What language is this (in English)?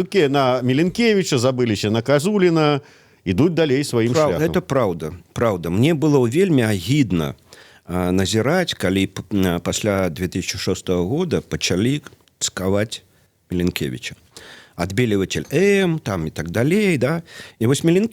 Belarusian